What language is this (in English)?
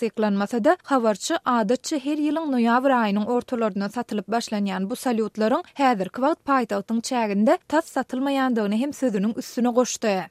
Turkmen